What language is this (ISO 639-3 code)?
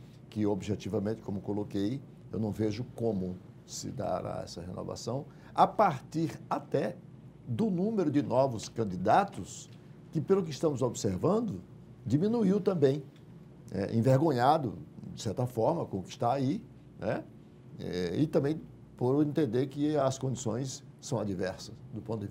por